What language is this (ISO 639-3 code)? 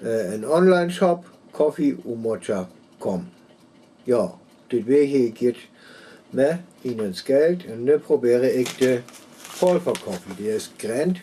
frr